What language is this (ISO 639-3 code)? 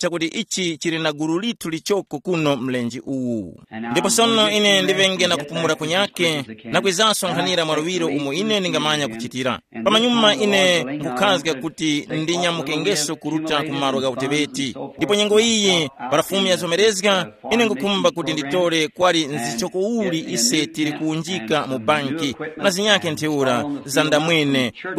tum